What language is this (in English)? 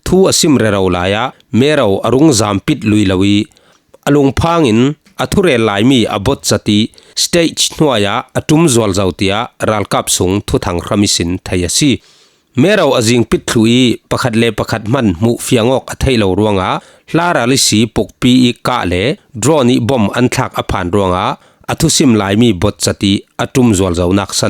Falam Chin